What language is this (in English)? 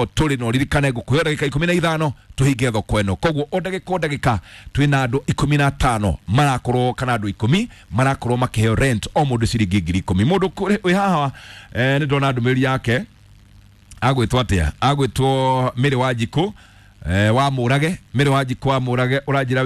Kikuyu